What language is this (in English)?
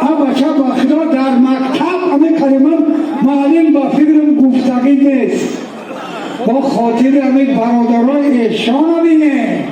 Tajik